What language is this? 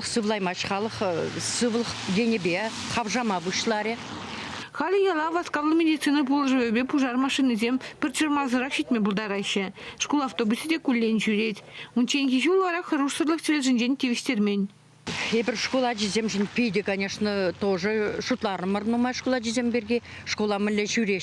Chuvash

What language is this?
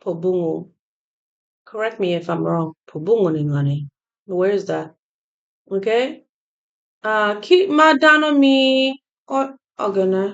Acoli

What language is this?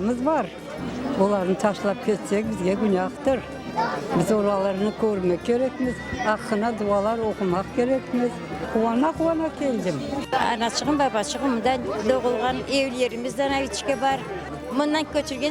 Crimean Tatar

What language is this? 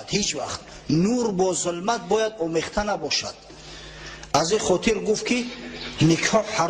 Tajik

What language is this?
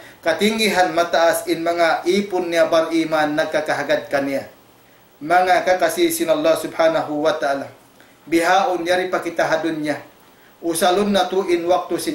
Tausug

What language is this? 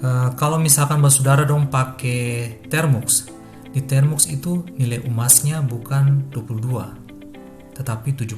Ambonese Malay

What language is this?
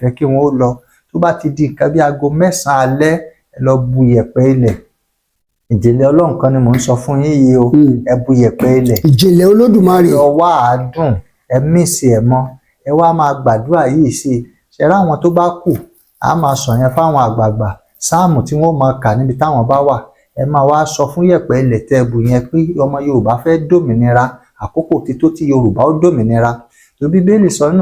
Yoruba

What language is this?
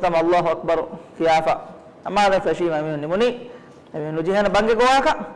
Divehi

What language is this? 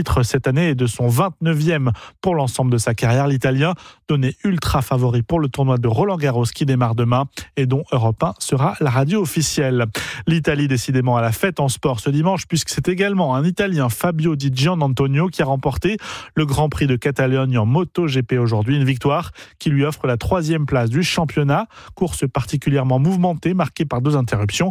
French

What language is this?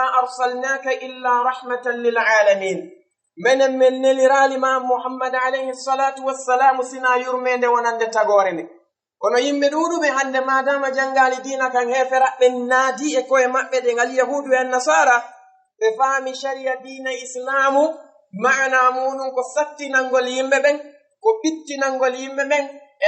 Fula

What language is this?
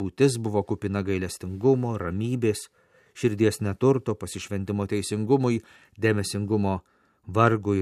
Lithuanian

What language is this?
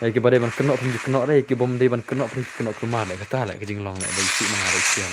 Khasi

